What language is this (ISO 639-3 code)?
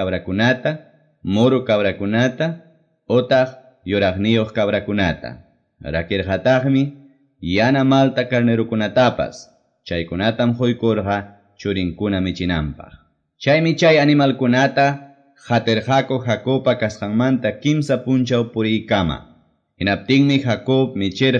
que